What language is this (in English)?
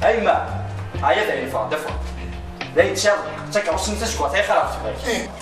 Kabyle